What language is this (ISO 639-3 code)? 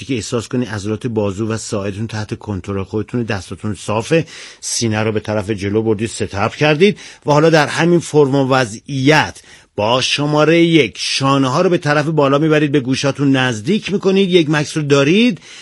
fas